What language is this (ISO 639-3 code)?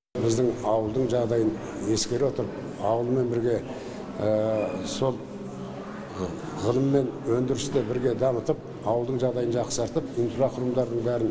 kaz